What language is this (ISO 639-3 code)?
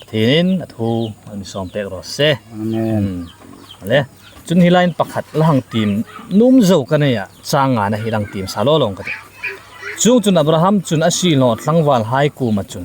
hmr